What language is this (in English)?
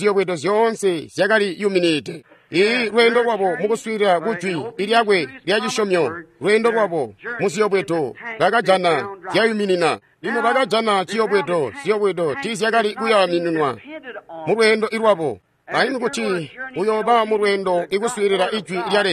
Tonga (Zambia)